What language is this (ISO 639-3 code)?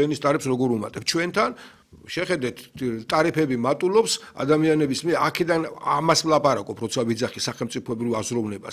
kat